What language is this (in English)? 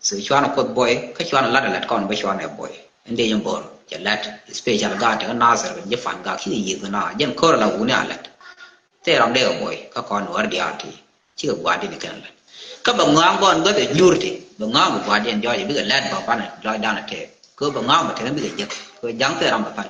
Nuer